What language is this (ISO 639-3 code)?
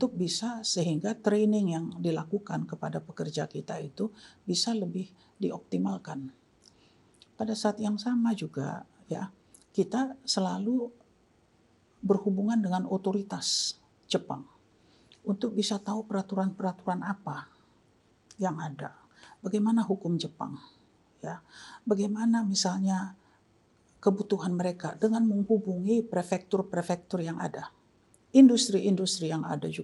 ind